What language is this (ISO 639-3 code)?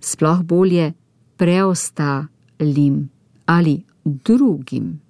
slv